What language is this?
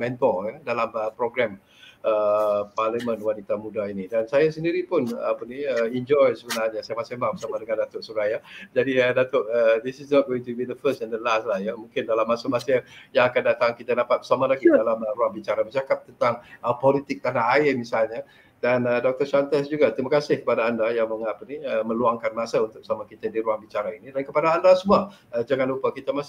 Malay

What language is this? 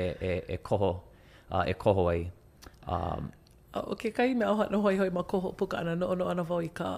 Hawaiian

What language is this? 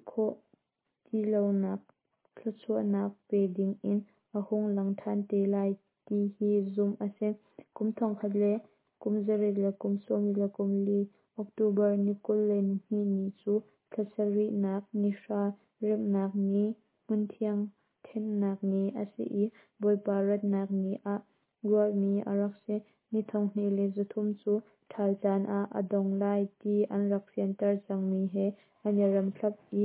Hakha Chin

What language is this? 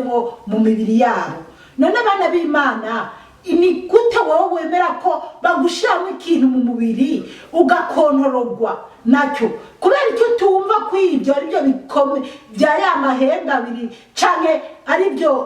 Rundi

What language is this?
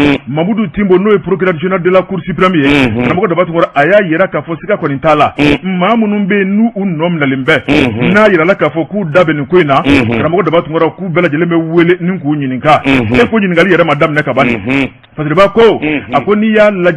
Bambara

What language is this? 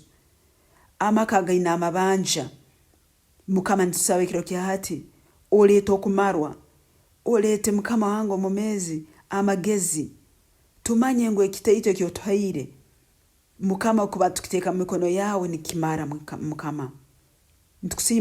Nyankole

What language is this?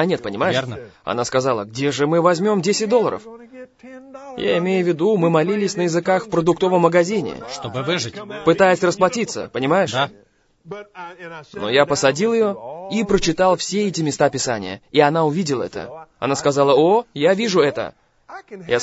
Russian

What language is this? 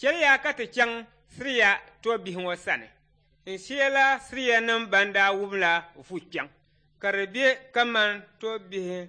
Dagbani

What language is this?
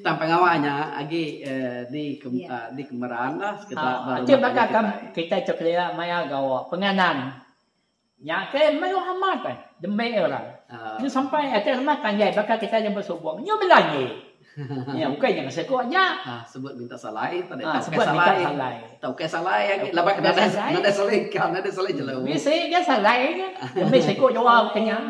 Iban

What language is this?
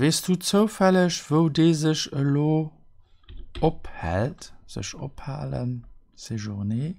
Luxembourgish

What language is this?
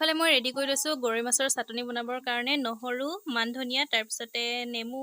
Assamese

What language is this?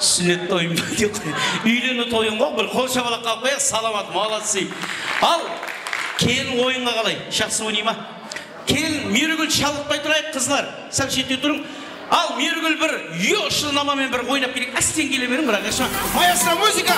Kara-Kalpak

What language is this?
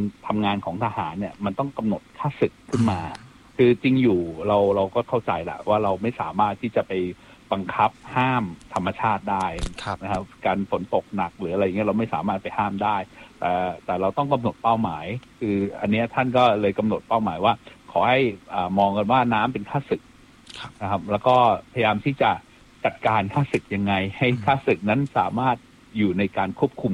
Thai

